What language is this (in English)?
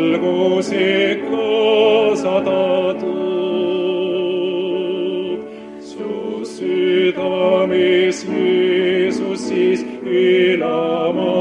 Estonian